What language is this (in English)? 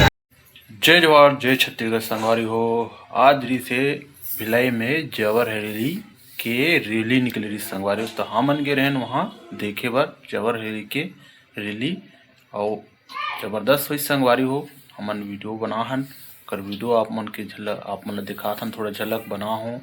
Chhattisgarhi